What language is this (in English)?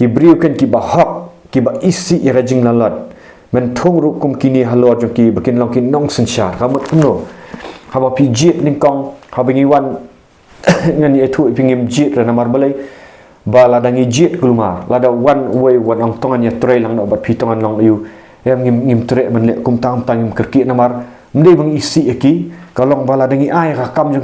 Khasi